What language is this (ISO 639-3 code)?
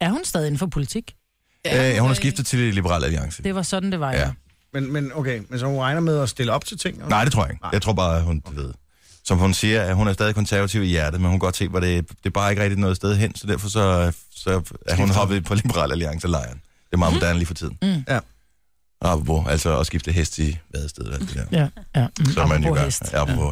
dan